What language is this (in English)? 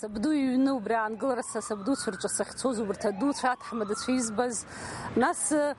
Abkhazian